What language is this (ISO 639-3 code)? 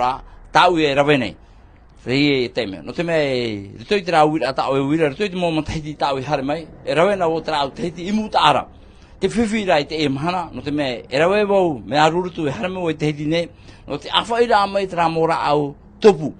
tah